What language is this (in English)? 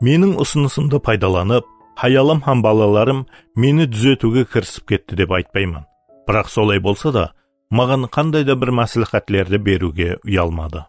Kara-Kalpak